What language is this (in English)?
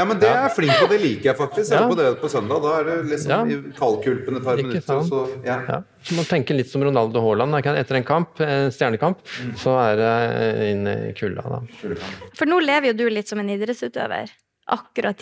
Norwegian